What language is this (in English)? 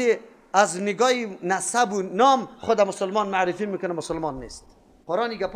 Persian